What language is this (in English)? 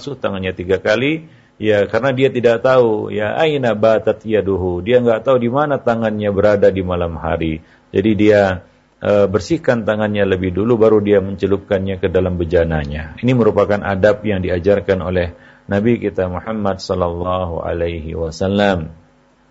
Indonesian